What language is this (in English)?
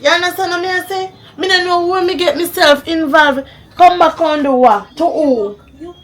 Jamaican Creole English